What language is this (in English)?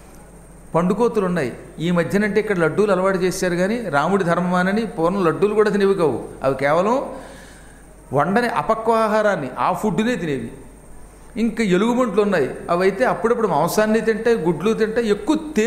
Telugu